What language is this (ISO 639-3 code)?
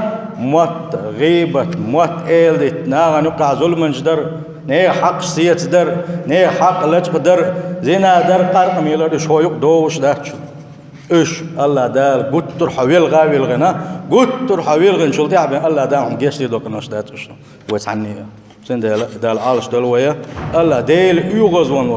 che